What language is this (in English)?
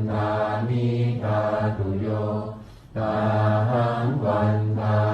Pali